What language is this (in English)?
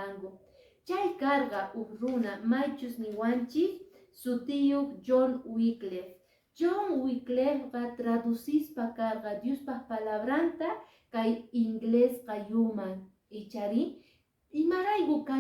Quechua